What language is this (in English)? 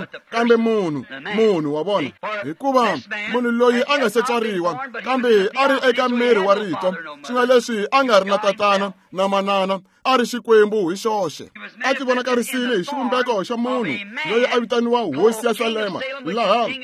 Tsonga